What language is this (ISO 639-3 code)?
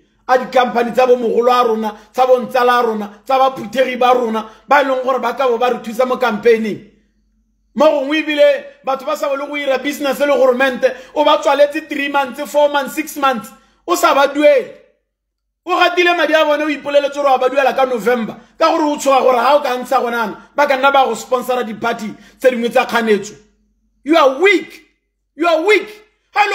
tsn